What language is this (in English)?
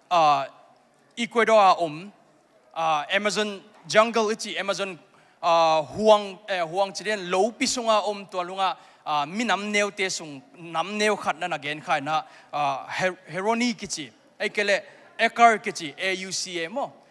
Tedim Chin